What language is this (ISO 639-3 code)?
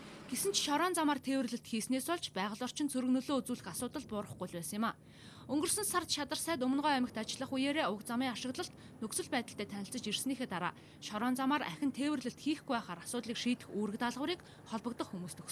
mon